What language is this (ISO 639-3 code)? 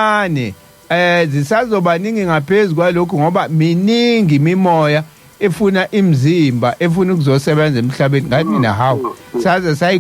zul